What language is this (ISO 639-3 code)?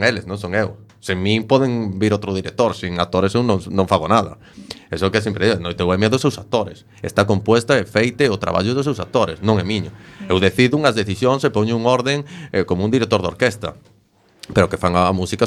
glg